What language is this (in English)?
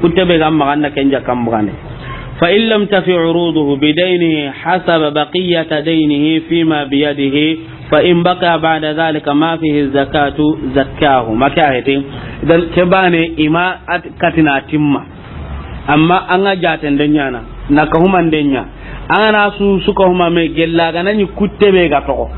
Soninke